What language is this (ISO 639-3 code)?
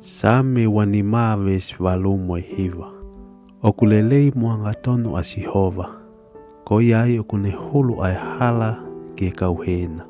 ton